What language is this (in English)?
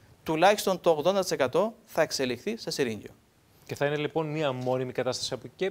Greek